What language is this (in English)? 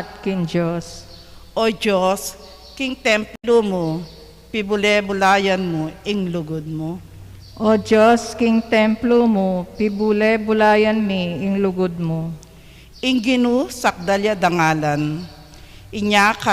Pampanga